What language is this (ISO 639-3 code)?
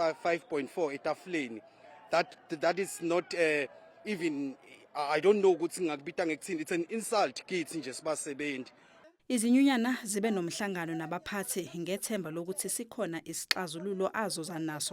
zul